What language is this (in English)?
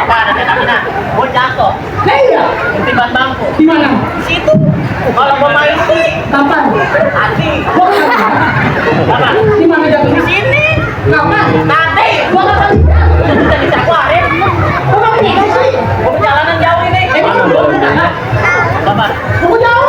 Betawi